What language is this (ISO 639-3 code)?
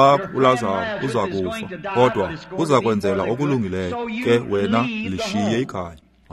xho